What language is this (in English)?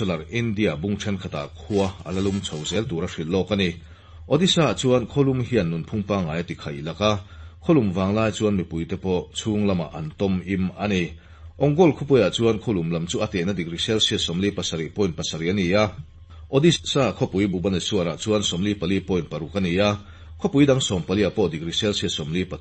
Mizo